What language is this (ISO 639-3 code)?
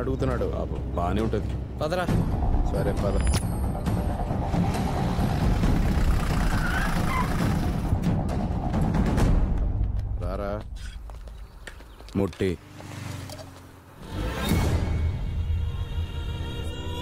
tel